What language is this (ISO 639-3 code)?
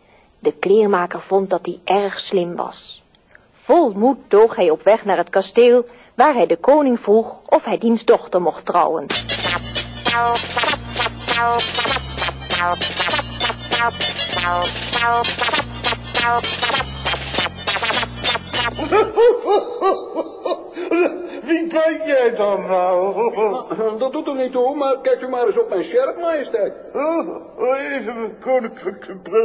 nld